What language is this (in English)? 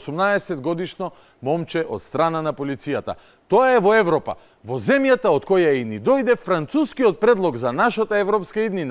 Macedonian